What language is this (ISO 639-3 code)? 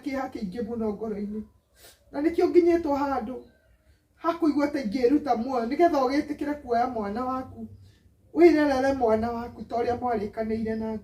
kik